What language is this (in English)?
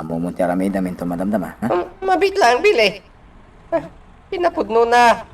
Iloko